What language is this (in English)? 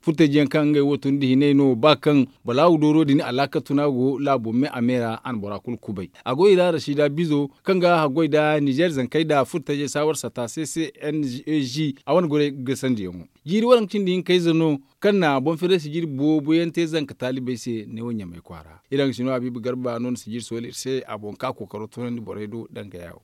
Zarma